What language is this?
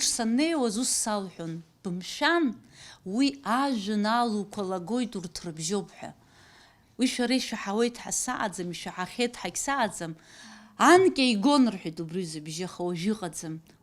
Abkhazian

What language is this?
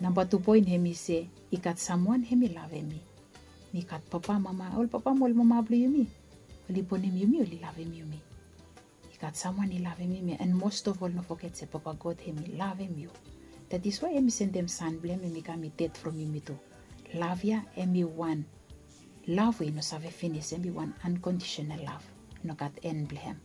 Bislama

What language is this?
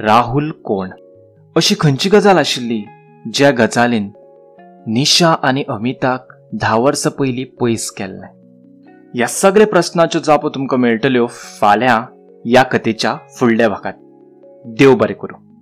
Konkani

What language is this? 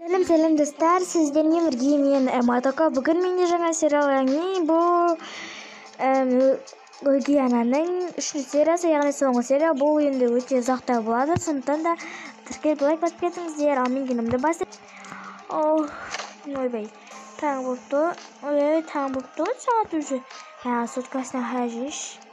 Kazakh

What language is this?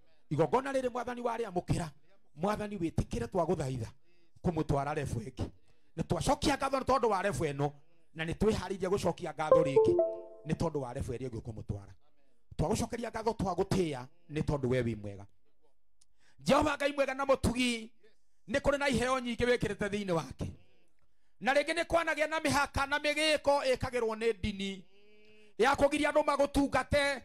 Kikuyu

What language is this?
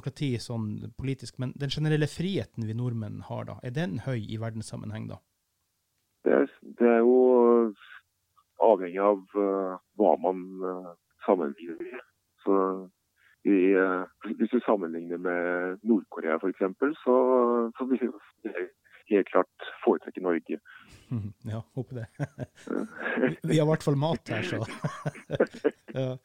Norwegian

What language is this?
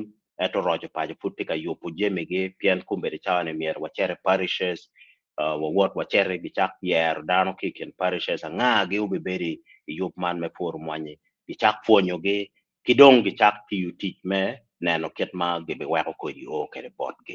Acoli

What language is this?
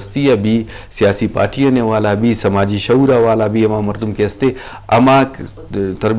Eastern Balochi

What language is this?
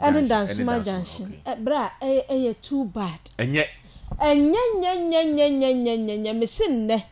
Akan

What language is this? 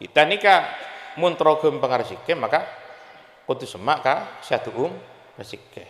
Madurese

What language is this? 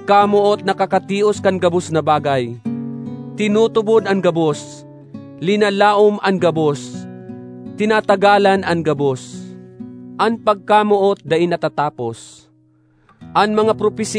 Bikol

